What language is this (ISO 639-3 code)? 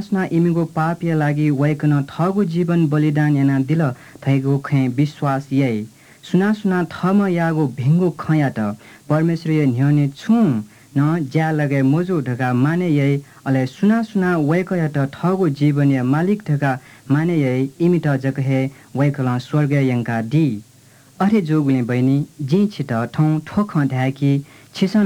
new